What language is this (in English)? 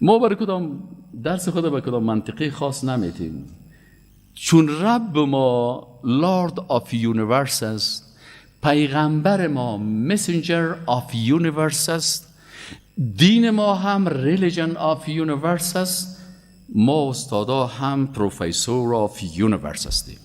Persian